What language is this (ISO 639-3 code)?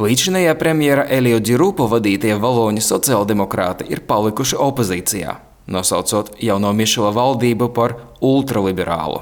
lav